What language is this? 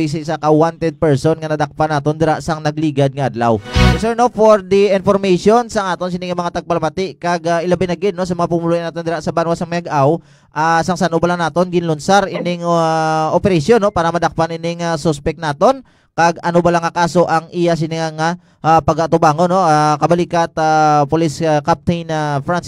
Hiligaynon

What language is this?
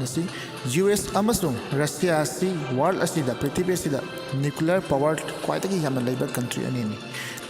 Manipuri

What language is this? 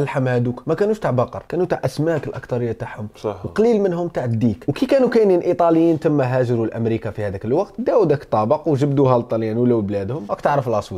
Algerian Arabic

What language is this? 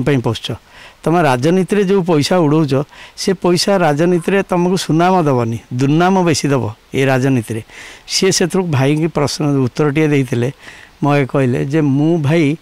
Odia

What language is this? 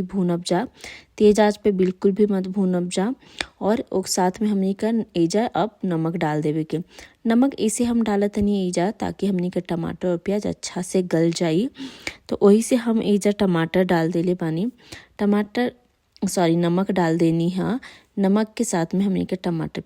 Bhojpuri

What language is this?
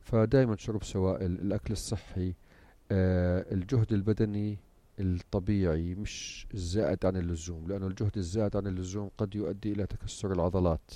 North Levantine Arabic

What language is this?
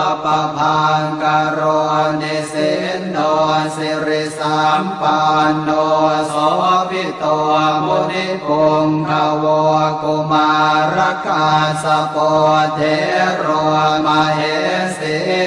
Pali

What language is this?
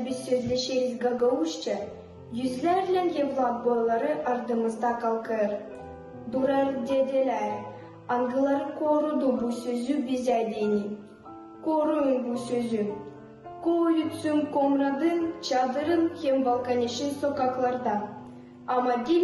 Gagauz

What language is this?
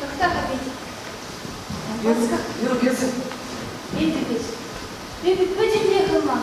Chuvash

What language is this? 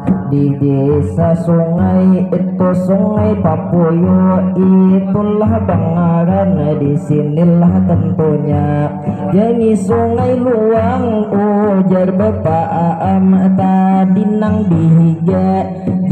Banjar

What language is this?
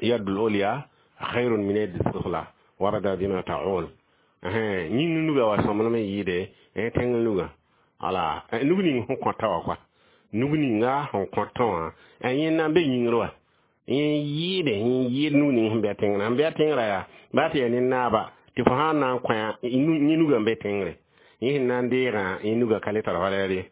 Mossi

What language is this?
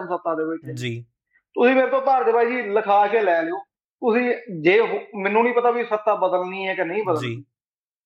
Punjabi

